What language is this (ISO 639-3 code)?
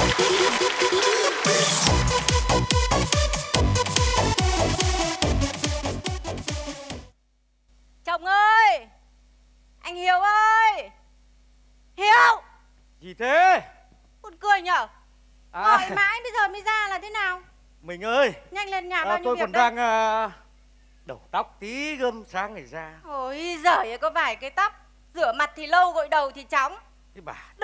vie